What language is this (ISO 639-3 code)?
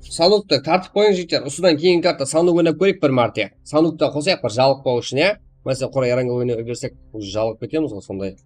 kaa